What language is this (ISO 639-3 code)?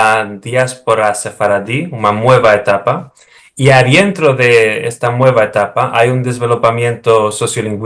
lad